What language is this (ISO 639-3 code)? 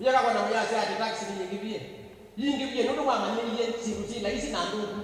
kam